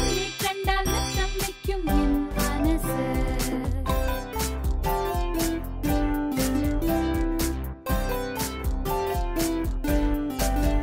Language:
Malayalam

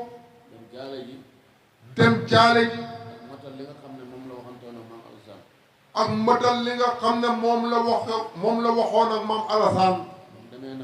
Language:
Wolof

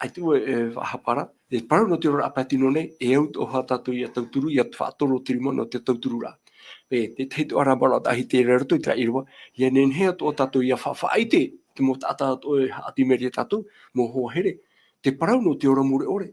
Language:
Tahitian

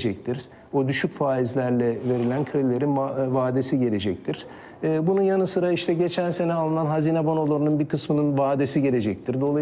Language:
Turkish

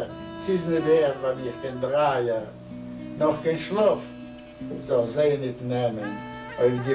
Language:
Yiddish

